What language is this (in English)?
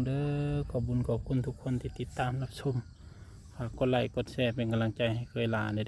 Northeastern Thai